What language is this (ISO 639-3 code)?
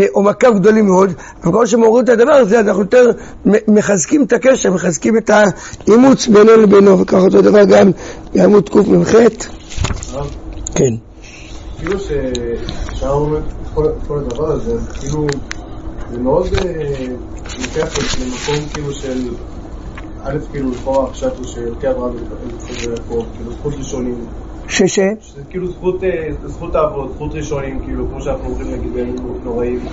heb